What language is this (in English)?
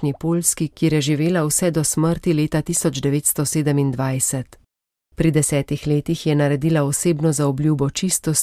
Slovenian